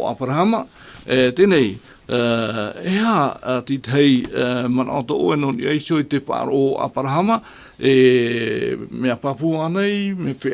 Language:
Tahitian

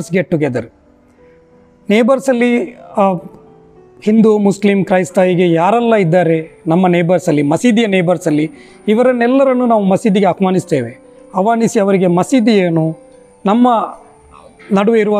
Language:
Kannada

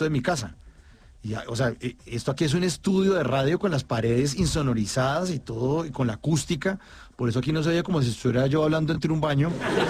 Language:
Spanish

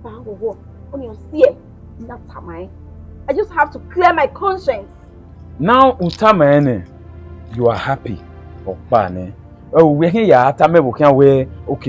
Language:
Bini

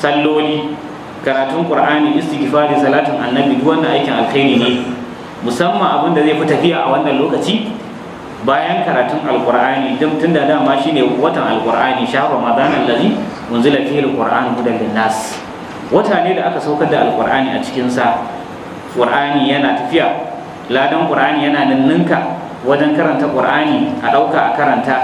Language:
Hausa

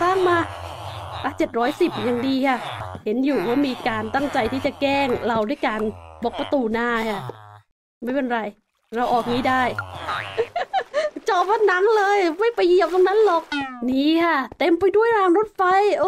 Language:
Thai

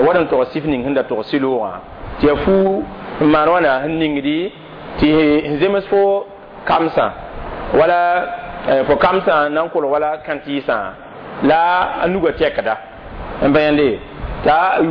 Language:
Mossi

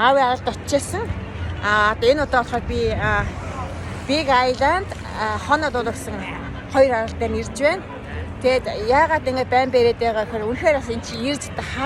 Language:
Mongolian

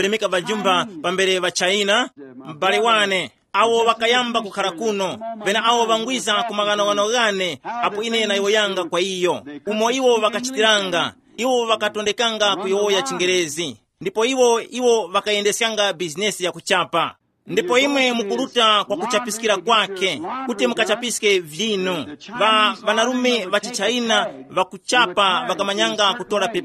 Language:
Tumbuka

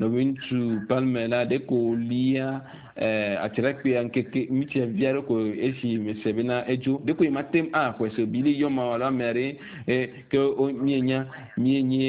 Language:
Ewe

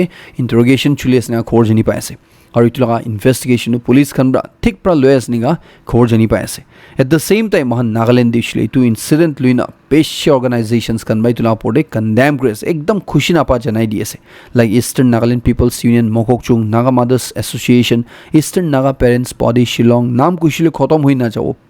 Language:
Naga Pidgin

